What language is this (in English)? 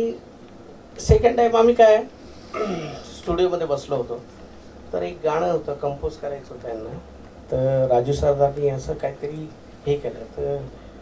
Marathi